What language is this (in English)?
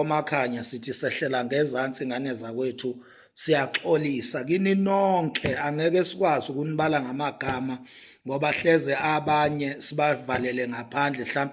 Zulu